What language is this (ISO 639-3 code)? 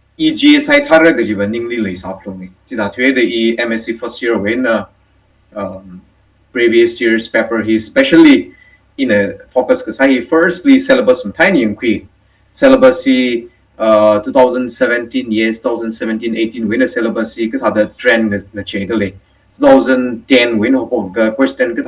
nmf